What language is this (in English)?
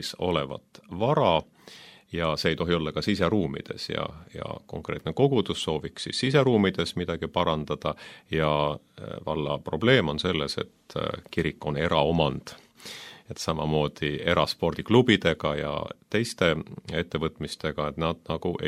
Estonian